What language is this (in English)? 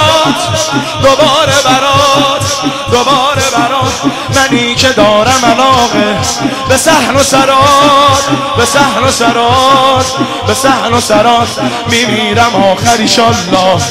Persian